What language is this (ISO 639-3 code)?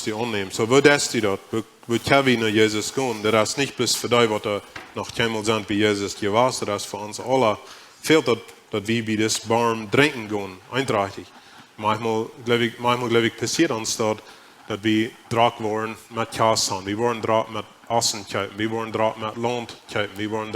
pdt